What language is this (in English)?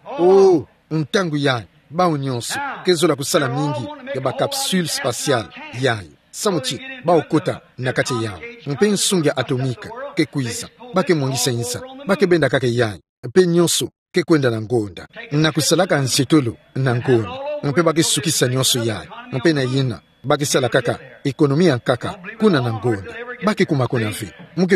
Kituba (Democratic Republic of Congo)